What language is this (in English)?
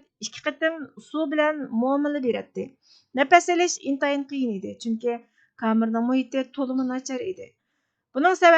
Uyghur